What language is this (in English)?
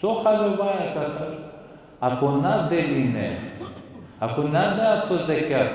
Balkan Romani